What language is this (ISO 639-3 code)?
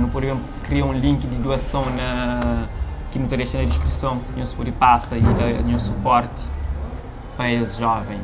kea